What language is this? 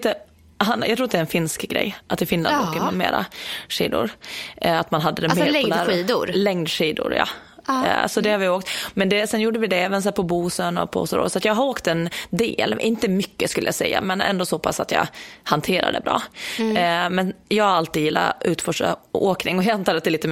Swedish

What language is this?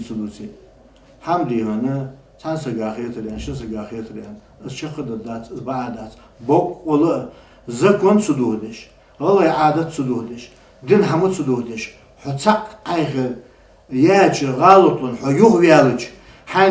Ingush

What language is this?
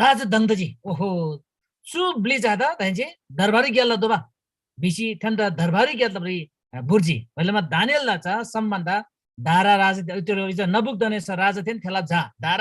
Eastern Tamang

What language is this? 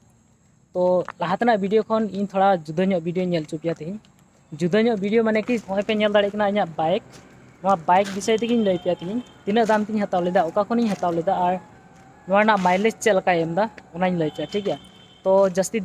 Santali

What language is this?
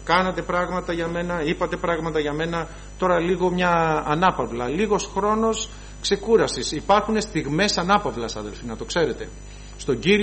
Greek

